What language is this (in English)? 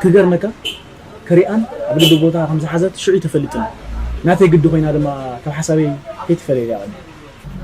Tigrinya